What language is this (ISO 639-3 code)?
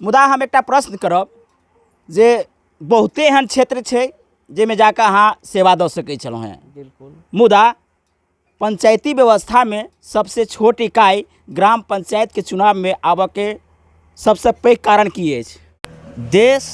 mai